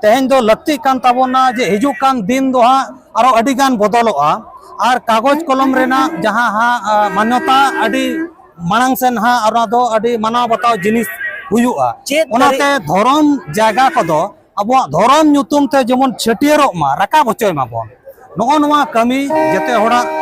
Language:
Santali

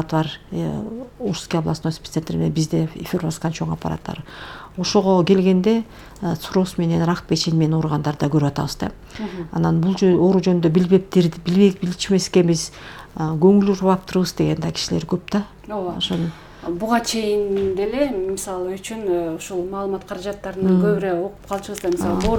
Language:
Kyrgyz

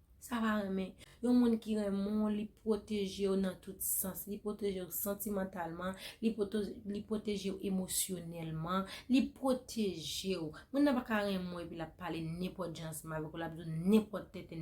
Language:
Haitian Creole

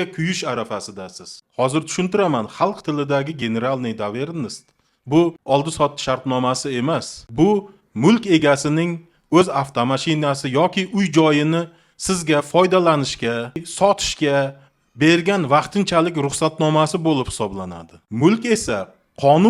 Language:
Uzbek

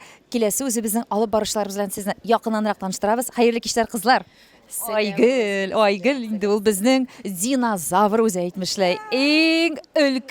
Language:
Tatar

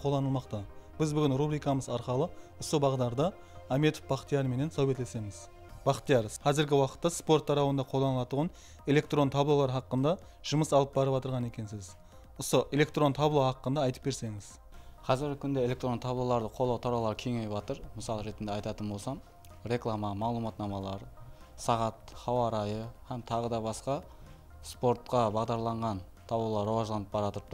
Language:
Kara-Kalpak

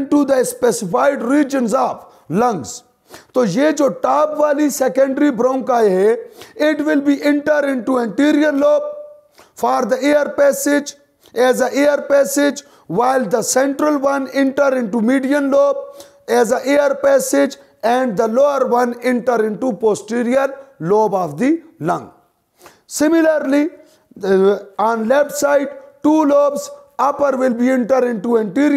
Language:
Hindi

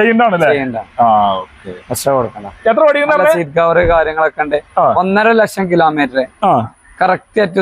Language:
Malayalam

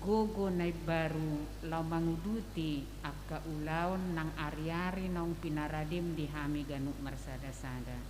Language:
Batak Toba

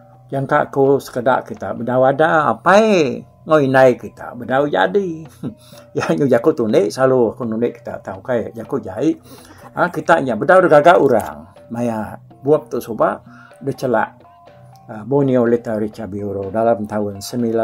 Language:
Iban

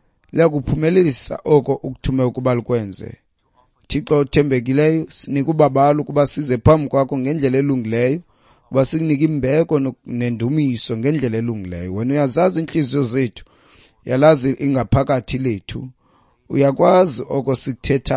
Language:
Xhosa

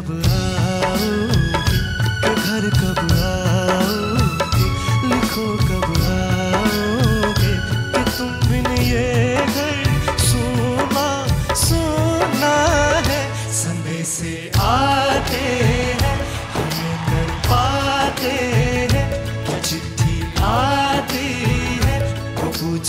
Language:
Hindi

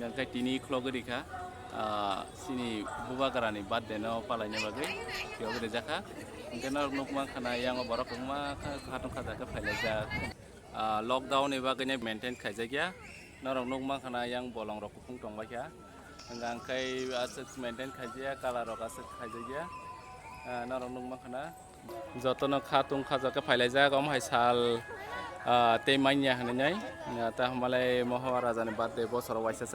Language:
Kok Borok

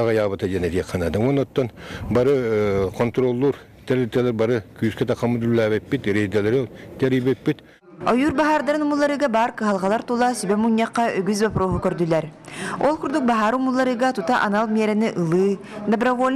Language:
Yakut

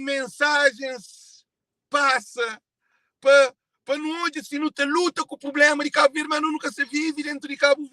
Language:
Kabuverdianu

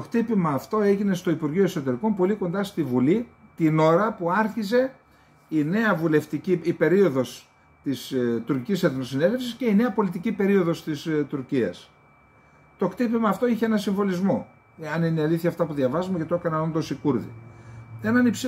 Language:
Greek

